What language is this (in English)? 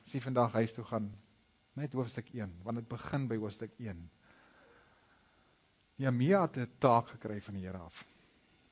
Afrikaans